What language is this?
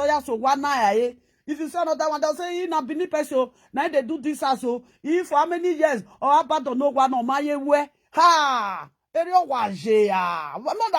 Nigerian Pidgin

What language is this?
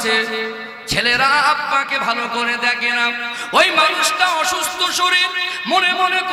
Bangla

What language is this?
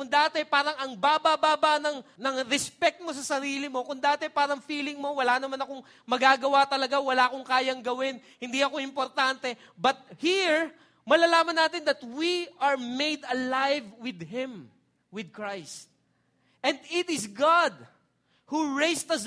Filipino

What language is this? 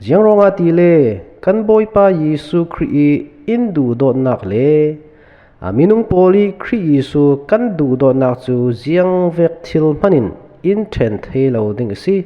Falam Chin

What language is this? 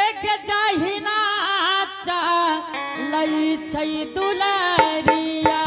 Angika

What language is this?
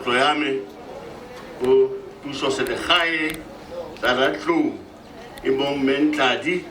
Tswana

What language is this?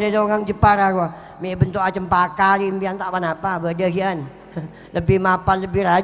Madurese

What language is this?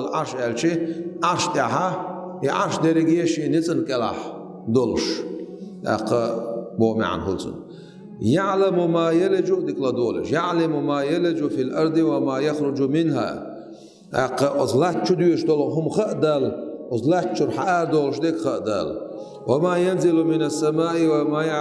Chechen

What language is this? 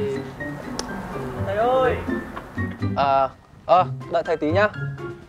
Vietnamese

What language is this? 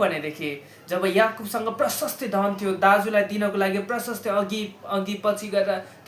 Nepali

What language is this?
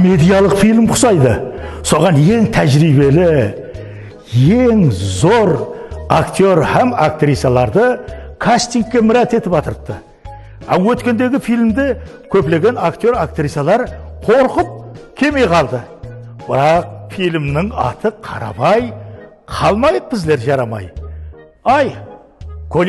Kara-Kalpak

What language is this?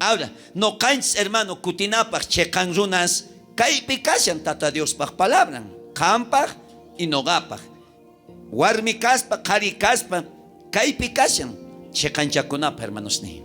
South Bolivian Quechua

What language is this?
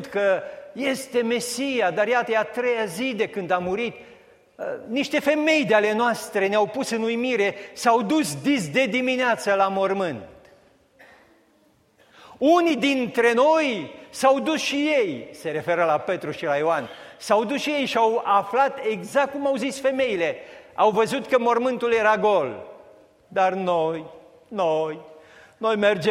Romanian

